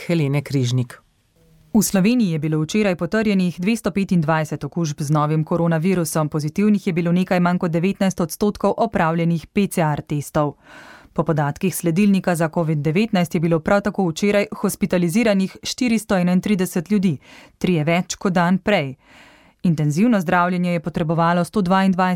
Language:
Slovenian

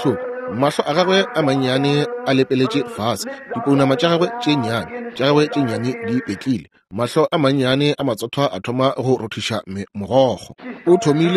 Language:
Northern Sotho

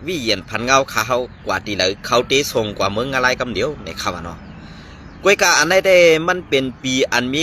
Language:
Shan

